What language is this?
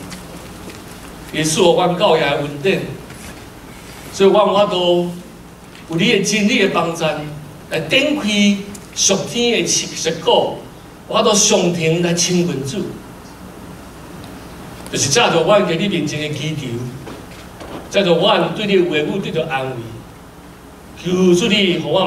Min Nan Chinese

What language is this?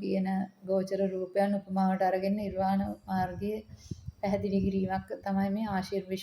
Sinhala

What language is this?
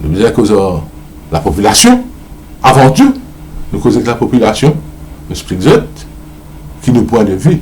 Morisyen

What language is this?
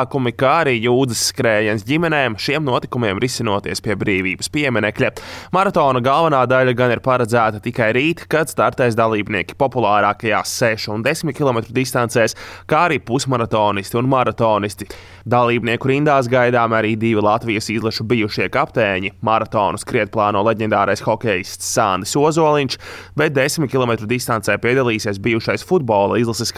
Latvian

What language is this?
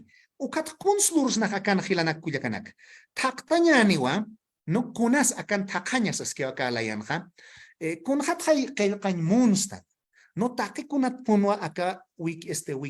Aymara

